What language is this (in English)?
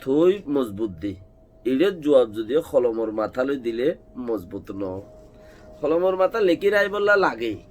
Rohingya